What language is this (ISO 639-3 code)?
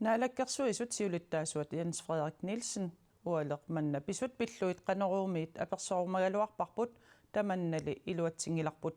kal